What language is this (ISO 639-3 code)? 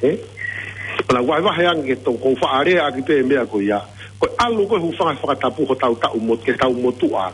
ton